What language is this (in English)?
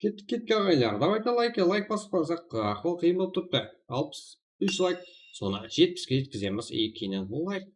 Kara-Kalpak